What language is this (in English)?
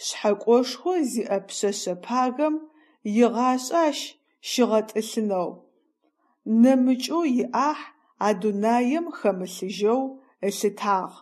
Adyghe